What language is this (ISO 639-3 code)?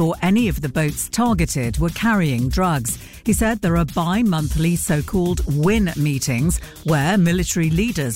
eng